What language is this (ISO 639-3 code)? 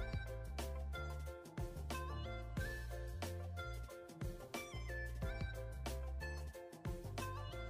ind